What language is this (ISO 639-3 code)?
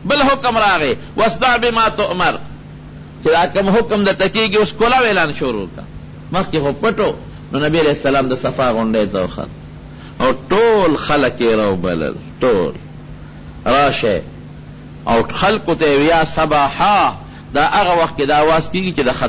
pus